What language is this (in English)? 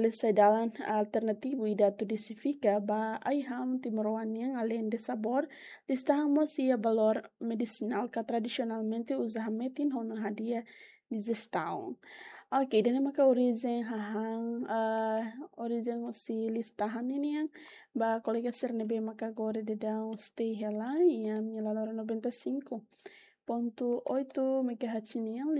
Tetum